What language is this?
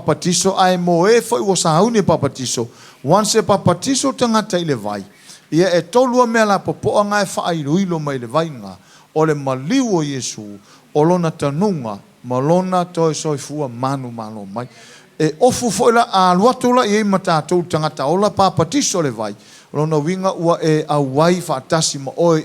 Samoan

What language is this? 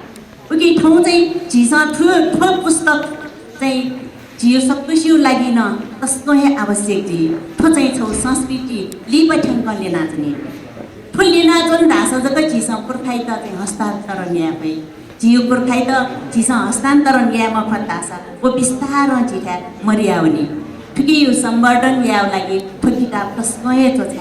Newari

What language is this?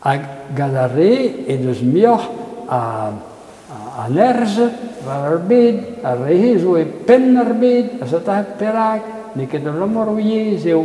Breton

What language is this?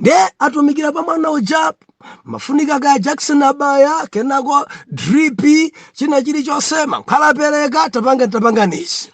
Nyanja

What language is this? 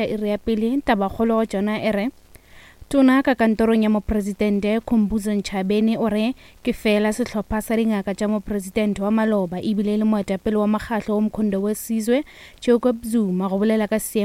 Northern Sotho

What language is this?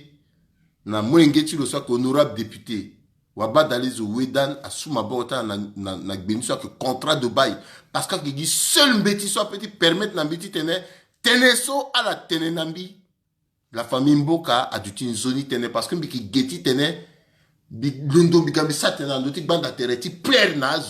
Sango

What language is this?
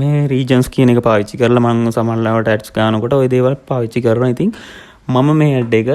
Sinhala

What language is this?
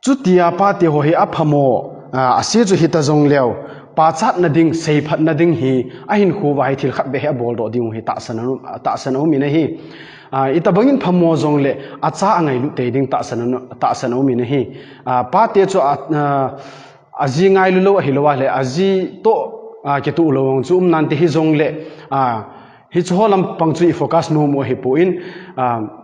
Thado Chin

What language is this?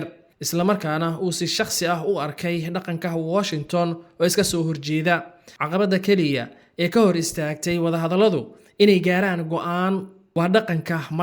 Somali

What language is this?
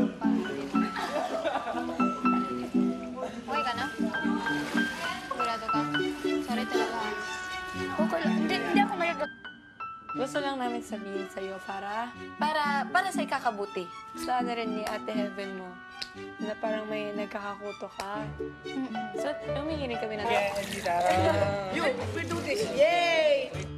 Filipino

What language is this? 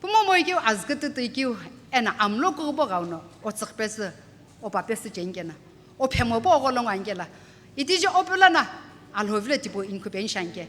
Sumi Naga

